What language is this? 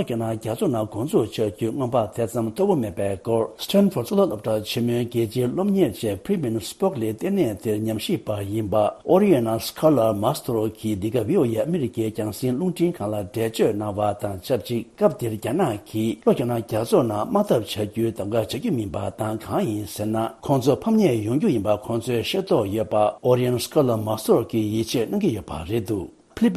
Tibetan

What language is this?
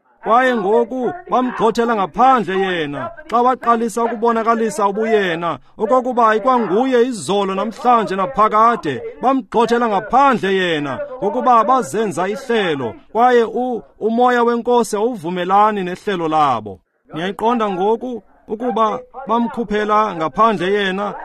Xhosa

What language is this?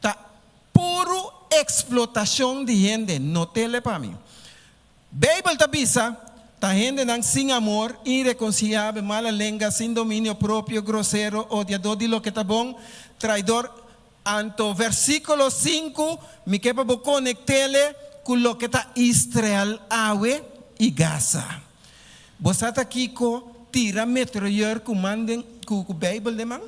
Papiamento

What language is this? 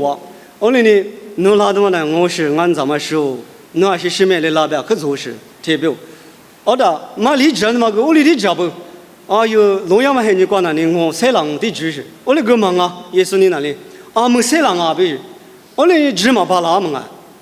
Lisu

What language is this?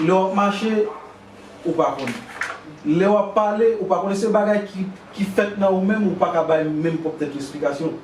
Haitian Creole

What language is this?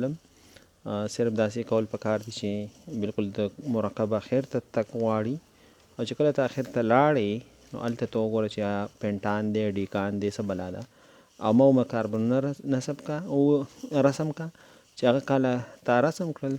Pashto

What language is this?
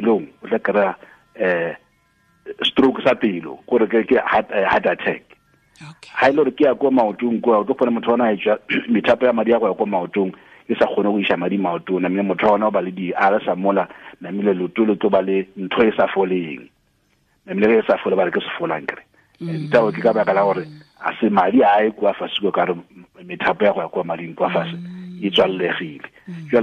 Tswana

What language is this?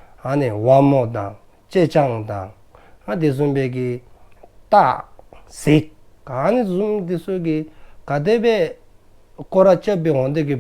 Dzongkha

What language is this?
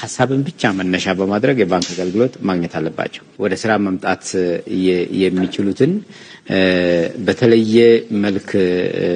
Amharic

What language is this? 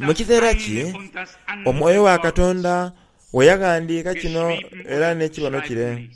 Soga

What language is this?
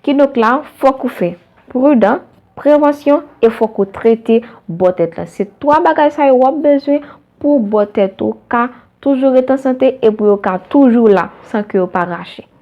Haitian Creole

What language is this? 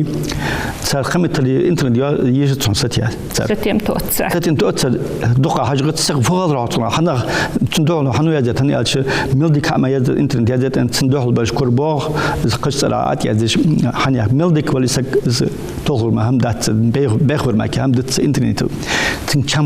Ingush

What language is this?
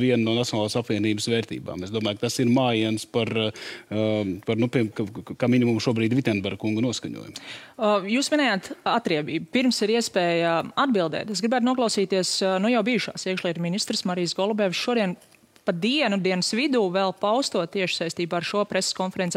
Latvian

